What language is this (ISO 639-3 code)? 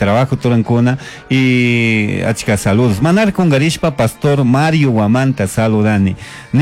qug